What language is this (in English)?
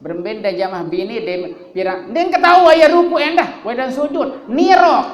Sasak